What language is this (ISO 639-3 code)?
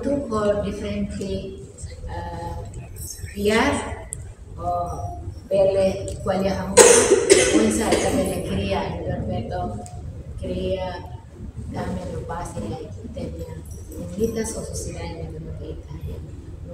tet